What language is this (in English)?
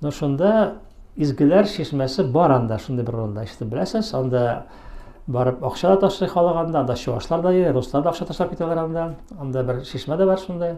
Tatar